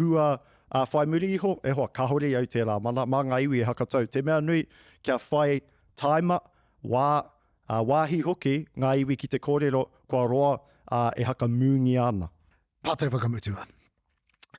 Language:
Māori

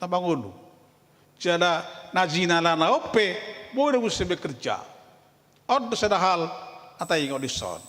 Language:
Batak Toba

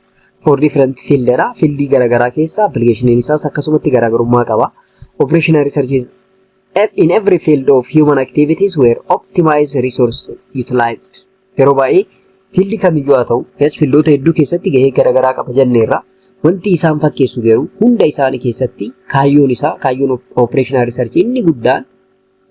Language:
Oromo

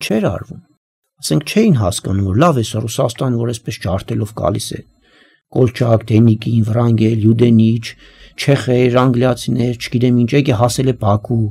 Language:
Armenian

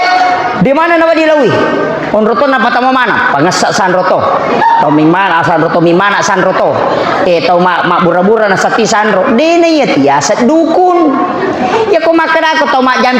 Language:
Buginese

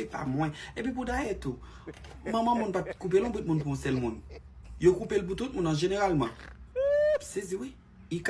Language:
Haitian Creole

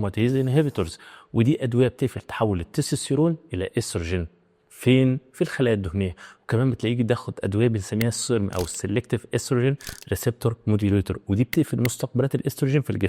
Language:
Egyptian Arabic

